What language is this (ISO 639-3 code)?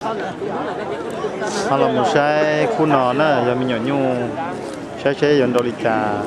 hmn